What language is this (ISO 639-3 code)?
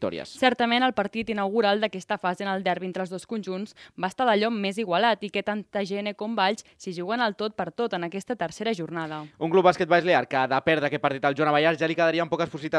cat